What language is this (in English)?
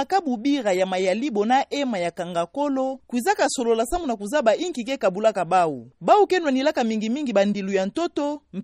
Kituba (Democratic Republic of Congo)